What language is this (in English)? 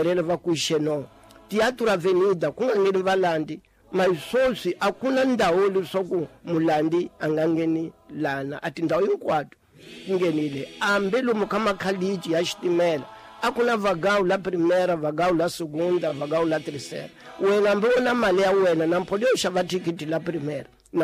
Tsonga